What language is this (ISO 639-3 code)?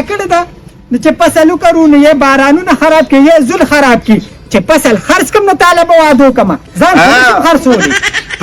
pus